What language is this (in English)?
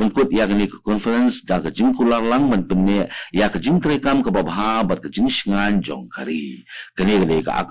Khasi